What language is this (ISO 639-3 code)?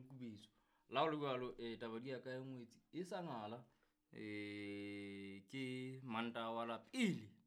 sot